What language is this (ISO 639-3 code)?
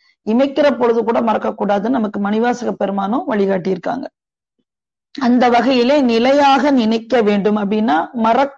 tam